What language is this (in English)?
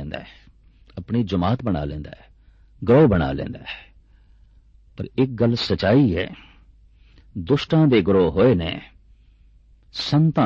Punjabi